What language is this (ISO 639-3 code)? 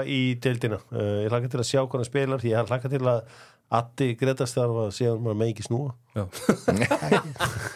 isl